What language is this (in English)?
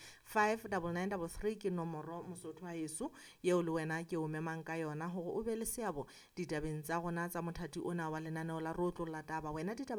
Southern Sotho